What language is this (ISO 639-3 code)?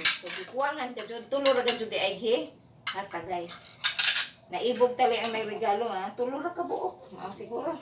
ceb